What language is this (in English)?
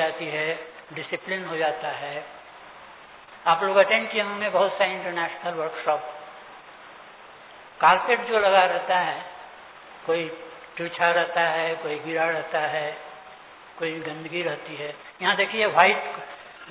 Hindi